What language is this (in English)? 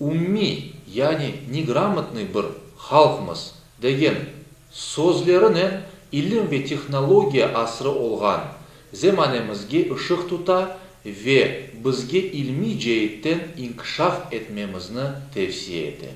Crimean Tatar